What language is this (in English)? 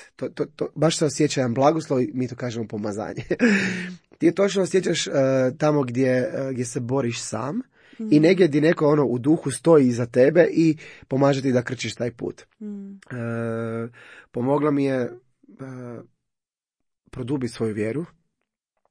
Croatian